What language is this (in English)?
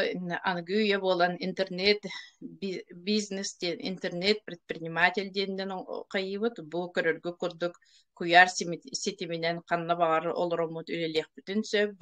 Yakut